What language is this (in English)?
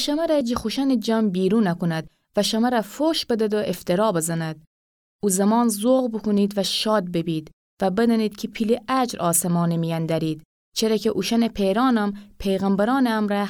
Gilaki